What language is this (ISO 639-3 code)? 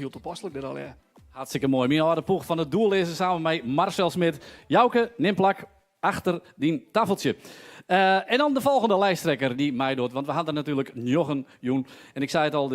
fry